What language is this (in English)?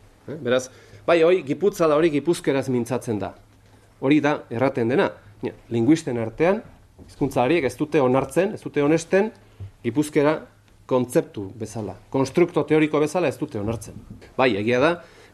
Basque